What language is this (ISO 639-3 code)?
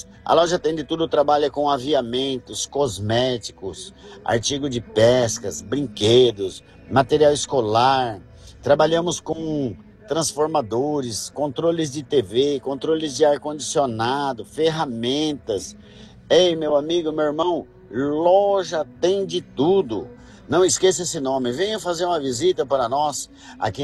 por